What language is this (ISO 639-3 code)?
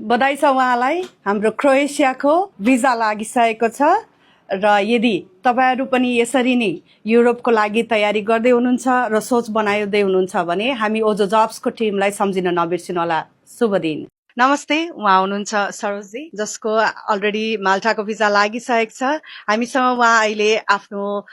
nep